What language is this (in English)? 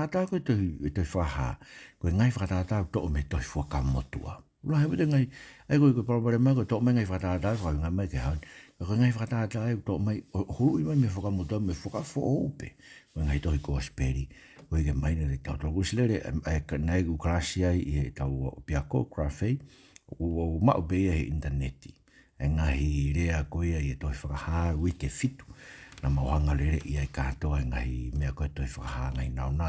Tongan